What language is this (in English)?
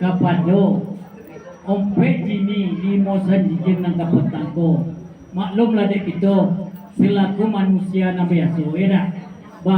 Minangkabau